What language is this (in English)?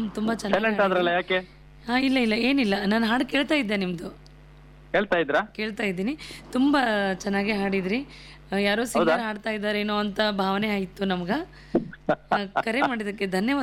Kannada